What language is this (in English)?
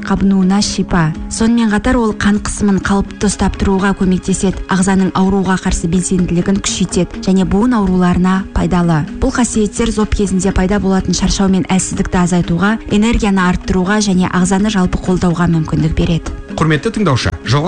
Kazakh